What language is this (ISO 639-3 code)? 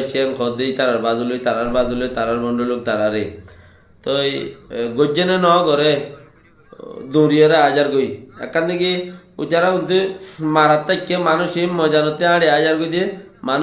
rhg